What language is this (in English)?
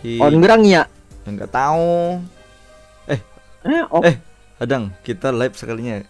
Banjar